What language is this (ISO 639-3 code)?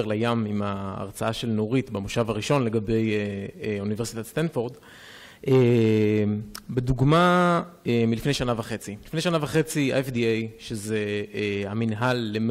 heb